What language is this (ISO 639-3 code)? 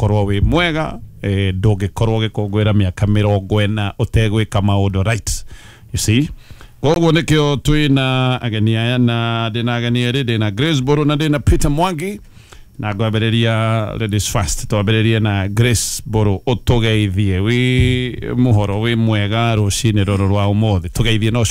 kik